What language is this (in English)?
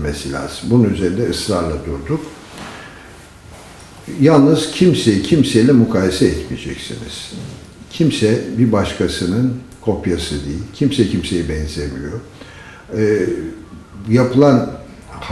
Turkish